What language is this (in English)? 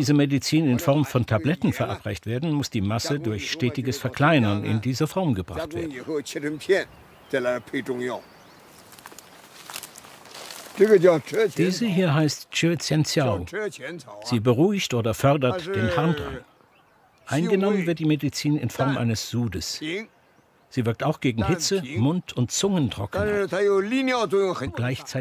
German